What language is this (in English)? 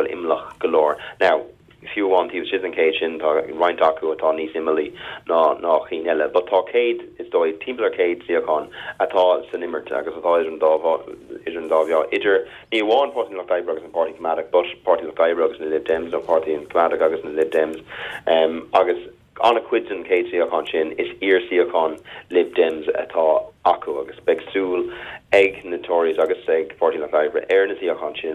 Irish